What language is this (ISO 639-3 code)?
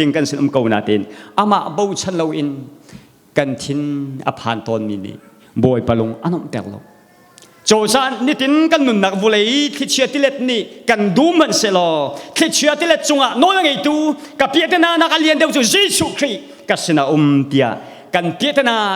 cnh